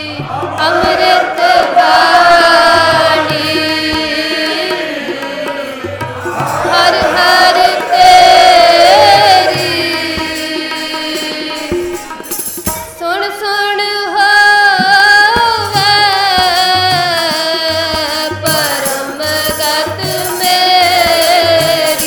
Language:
Punjabi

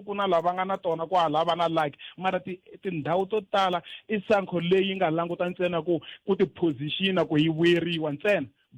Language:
Tsonga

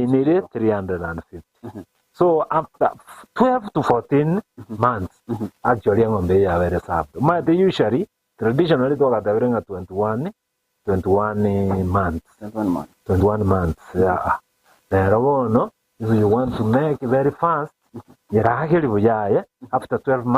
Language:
Gusii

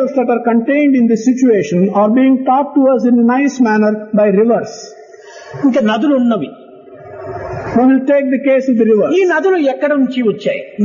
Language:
Telugu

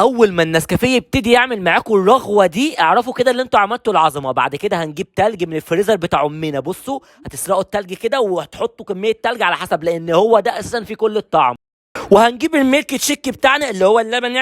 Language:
Egyptian Arabic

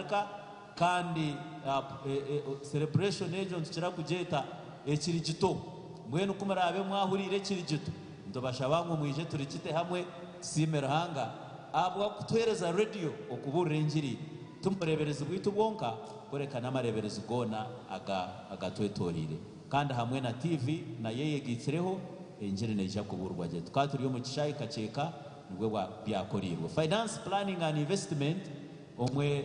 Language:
Nyankole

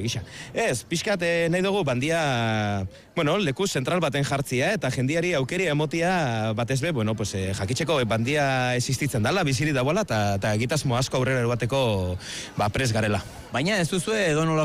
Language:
Basque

